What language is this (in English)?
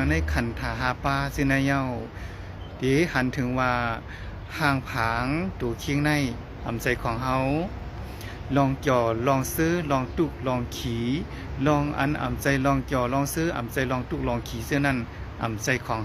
Shan